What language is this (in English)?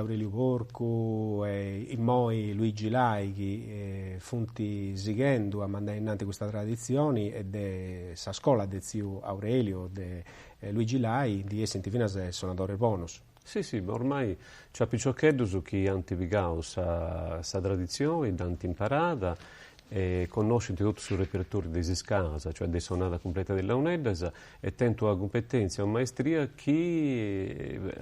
Sardinian